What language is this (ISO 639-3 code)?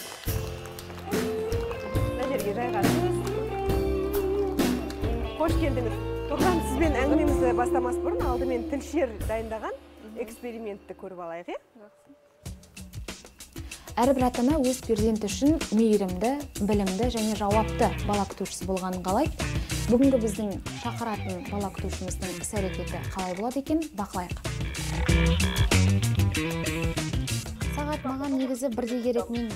kaz